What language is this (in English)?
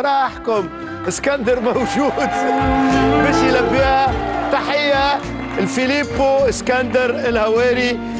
Tunisian Arabic